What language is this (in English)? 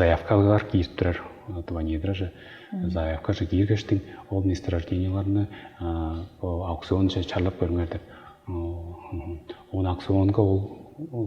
Tuvinian